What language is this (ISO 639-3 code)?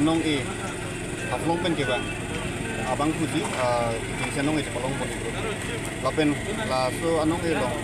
mjw